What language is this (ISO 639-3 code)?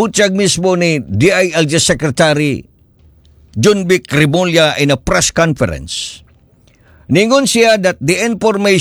ceb